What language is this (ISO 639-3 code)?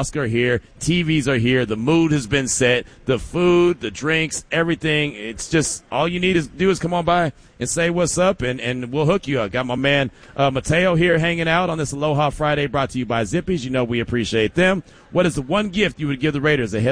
eng